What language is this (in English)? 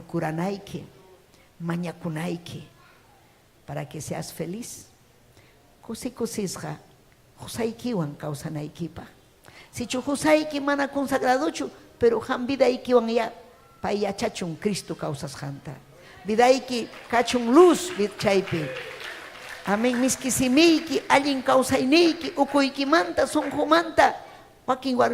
Ayacucho Quechua